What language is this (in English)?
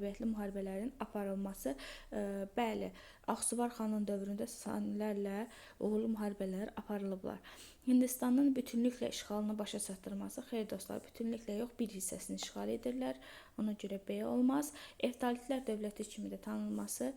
Azerbaijani